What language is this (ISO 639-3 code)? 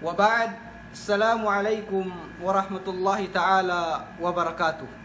yka